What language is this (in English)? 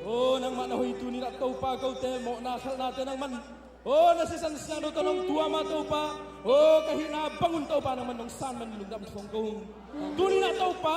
Tedim Chin